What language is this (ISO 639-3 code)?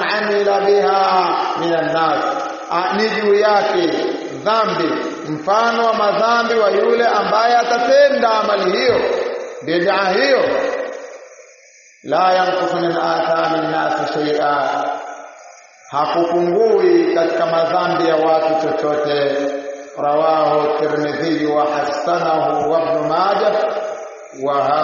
swa